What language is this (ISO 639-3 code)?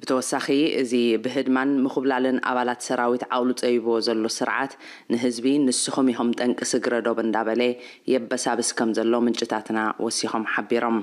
tir